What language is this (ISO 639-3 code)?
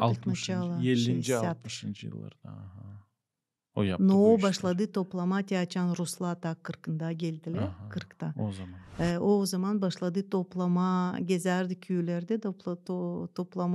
gag